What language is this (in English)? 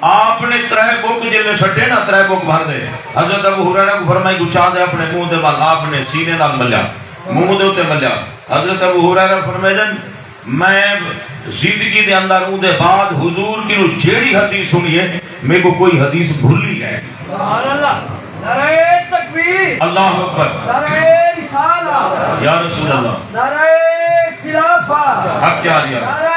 Saraiki